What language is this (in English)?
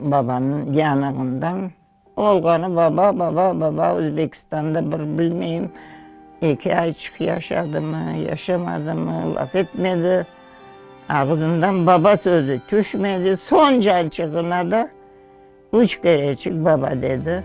Crimean Tatar